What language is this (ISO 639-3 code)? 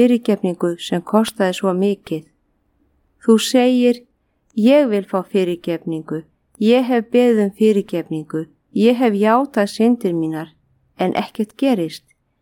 isl